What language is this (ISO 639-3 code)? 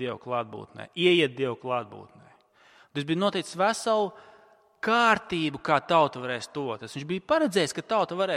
lav